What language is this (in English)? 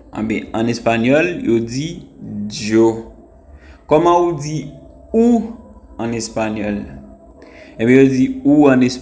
Haitian Creole